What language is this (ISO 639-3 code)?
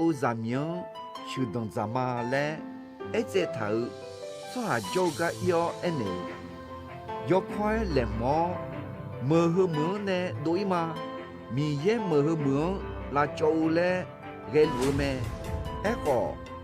ahk